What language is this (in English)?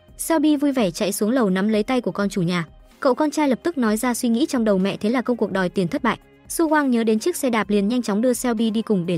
Vietnamese